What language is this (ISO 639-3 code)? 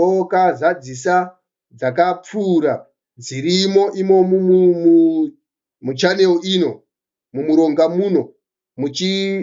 sna